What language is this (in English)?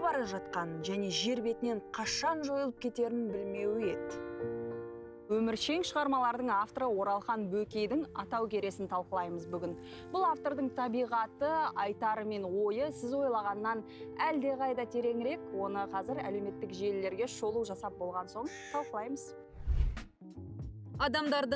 Kazakh